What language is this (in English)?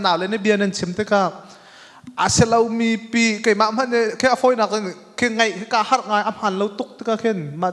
Hakha Chin